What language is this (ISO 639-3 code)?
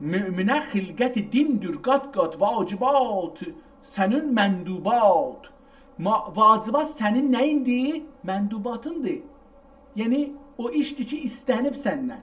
azb